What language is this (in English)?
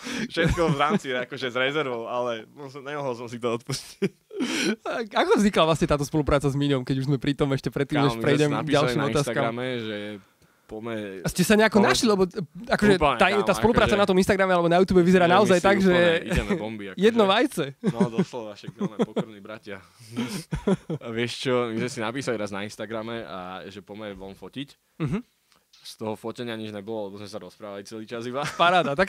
Slovak